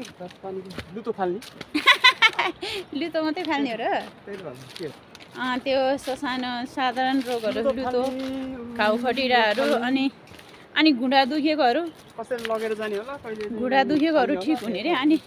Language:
Nepali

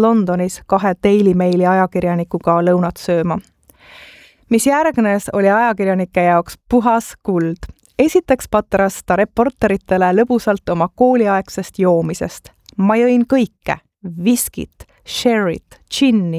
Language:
Estonian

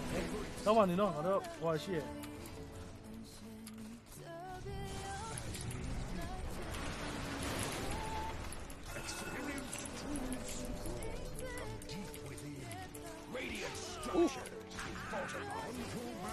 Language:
Burmese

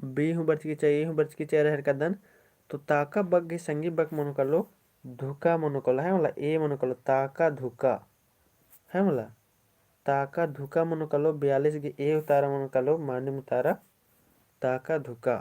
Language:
Kurukh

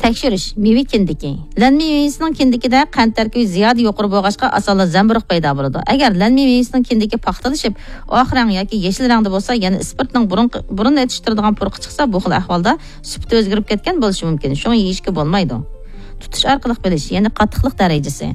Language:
Uyghur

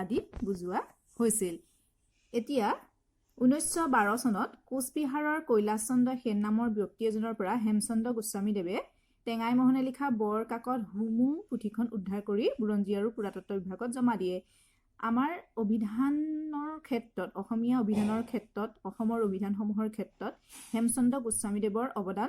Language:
Assamese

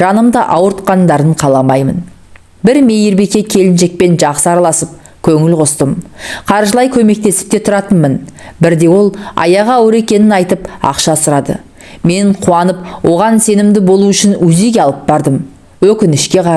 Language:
Kazakh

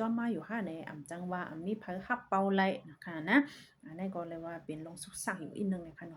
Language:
Shan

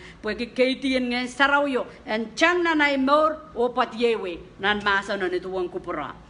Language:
Pohnpeian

